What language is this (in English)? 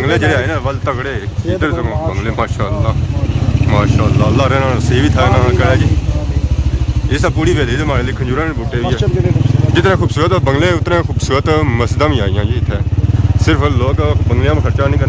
Pahari-Potwari